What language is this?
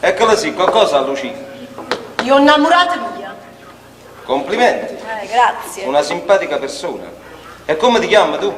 Neapolitan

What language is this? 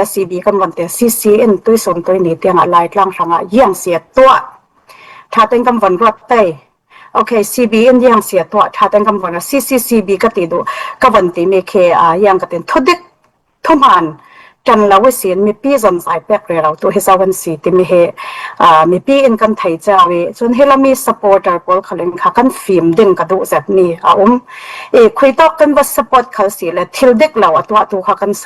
Falam Chin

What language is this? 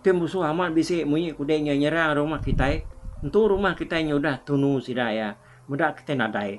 Iban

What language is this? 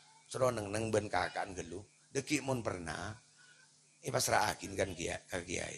Madurese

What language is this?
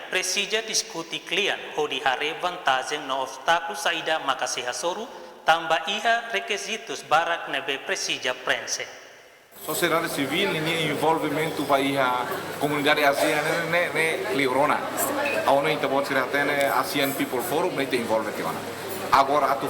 Tetum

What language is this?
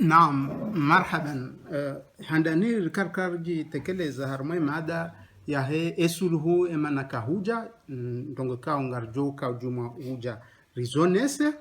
Ngazidja Comorian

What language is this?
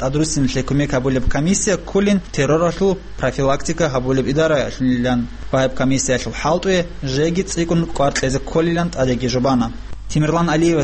Avaric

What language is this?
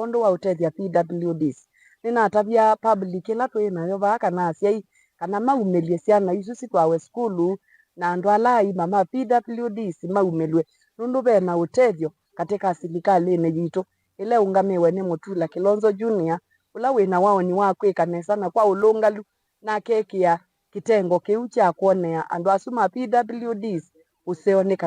Kamba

